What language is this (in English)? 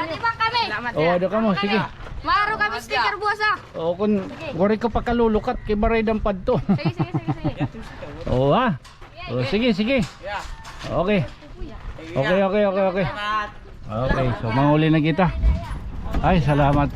Waray